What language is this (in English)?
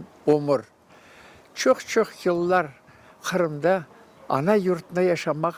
Crimean Tatar